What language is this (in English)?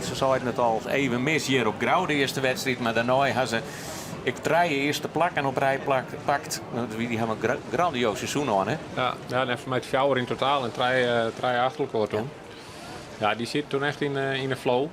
Western Frisian